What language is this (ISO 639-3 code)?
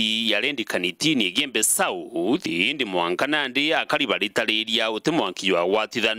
mer